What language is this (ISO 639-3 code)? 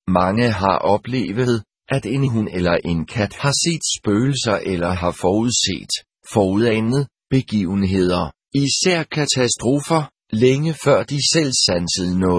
dan